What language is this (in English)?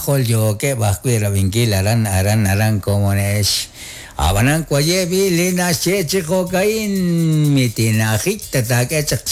Kekchí